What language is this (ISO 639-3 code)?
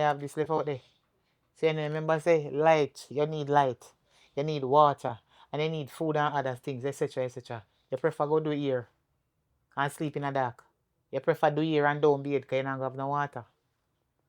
jam